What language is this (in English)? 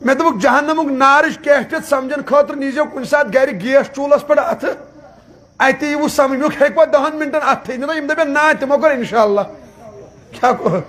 Kashmiri